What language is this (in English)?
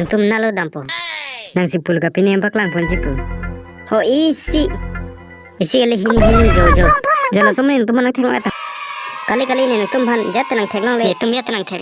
Karbi